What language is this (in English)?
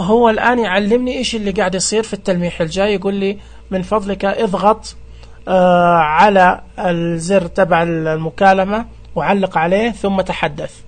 Najdi Arabic